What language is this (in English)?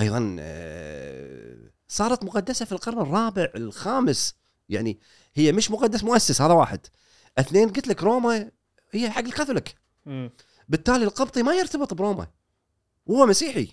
Gulf Arabic